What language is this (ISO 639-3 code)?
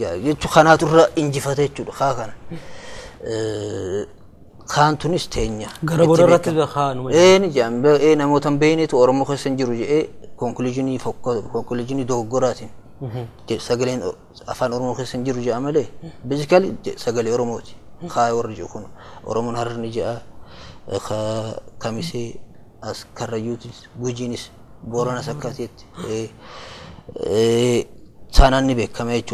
orm